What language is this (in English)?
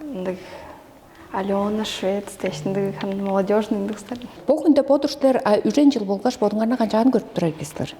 Tuvinian